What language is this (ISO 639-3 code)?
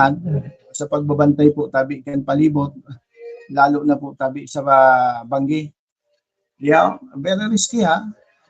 bik